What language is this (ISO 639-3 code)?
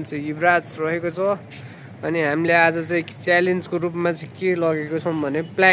nep